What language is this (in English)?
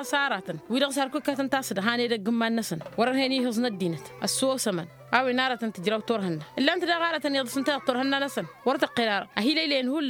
Tamasheq